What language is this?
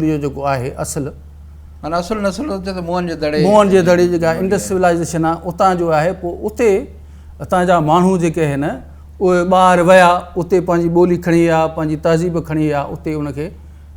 Sindhi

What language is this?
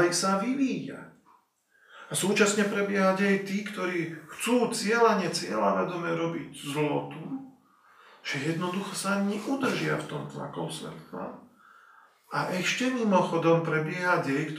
Slovak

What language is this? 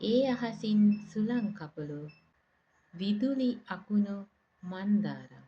Sinhala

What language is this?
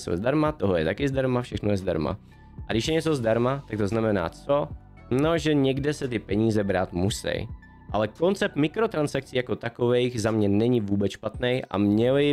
Czech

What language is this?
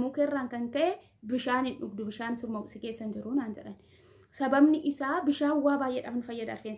Oromo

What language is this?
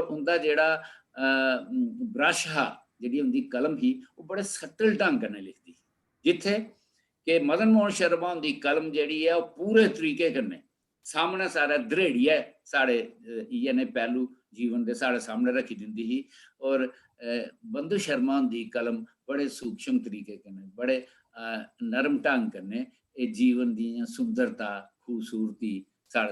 Dogri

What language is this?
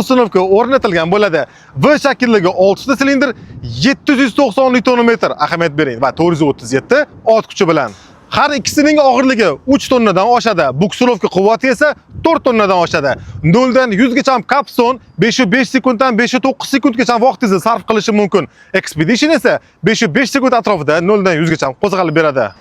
Uzbek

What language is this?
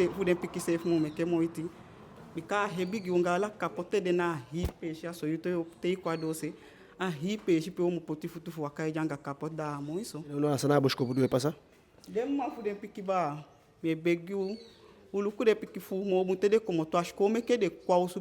Eastern Maroon Creole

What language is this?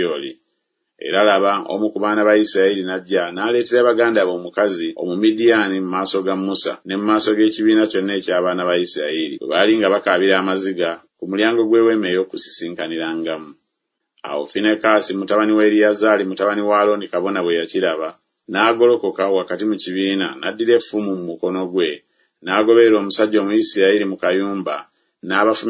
Ganda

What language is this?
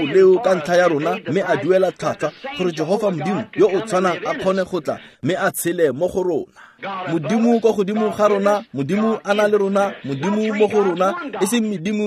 Tswana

